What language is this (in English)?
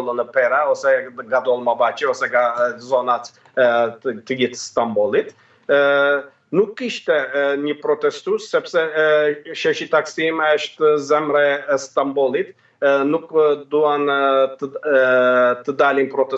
Albanian